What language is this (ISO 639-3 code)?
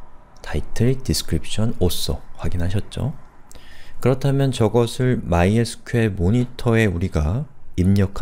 kor